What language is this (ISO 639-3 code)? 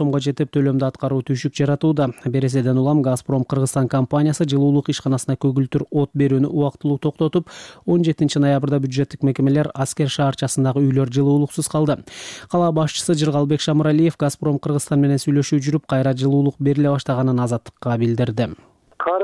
kir